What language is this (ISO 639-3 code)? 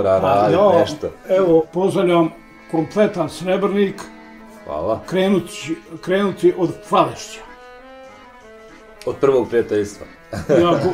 bos